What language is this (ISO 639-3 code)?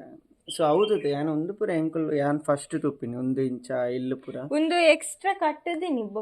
tcy